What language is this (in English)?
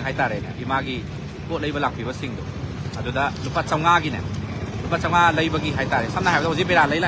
Manipuri